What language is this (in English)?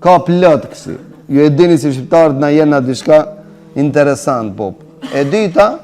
Albanian